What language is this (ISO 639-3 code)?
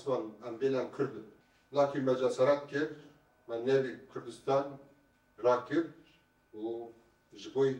kur